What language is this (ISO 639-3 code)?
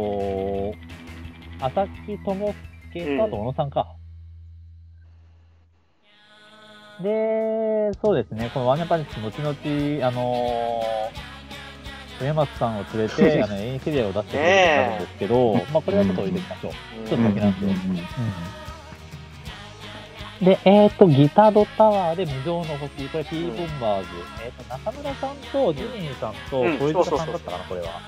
jpn